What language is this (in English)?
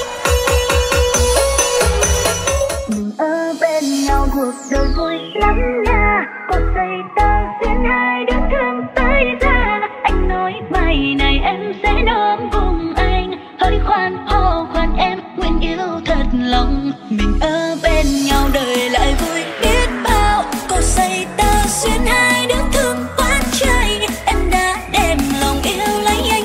Vietnamese